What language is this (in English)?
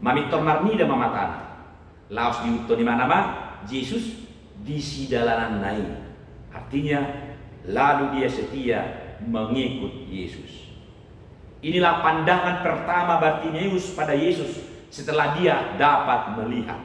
Batak Toba